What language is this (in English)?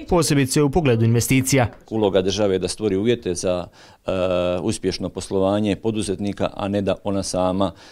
Croatian